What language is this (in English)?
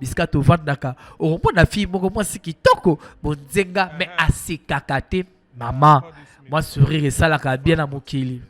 Lingala